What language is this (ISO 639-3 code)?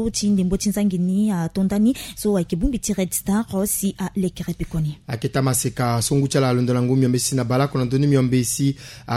sag